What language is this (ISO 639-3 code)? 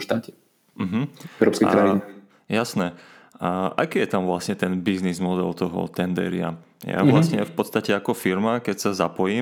slk